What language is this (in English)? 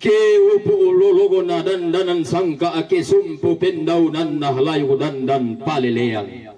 Toraja-Sa'dan